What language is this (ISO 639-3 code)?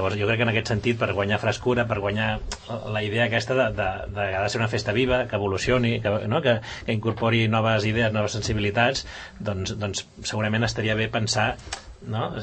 cat